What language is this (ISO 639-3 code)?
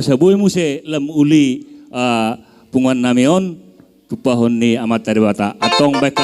bbc